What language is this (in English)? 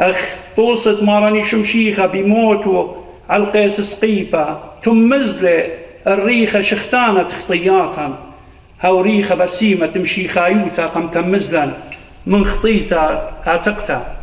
Assyrian Neo-Aramaic